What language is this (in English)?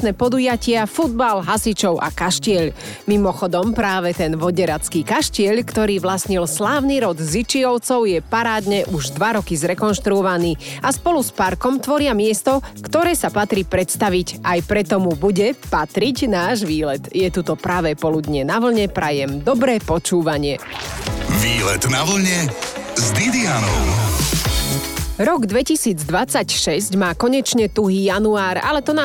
Slovak